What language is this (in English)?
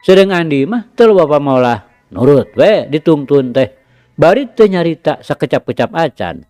Sundanese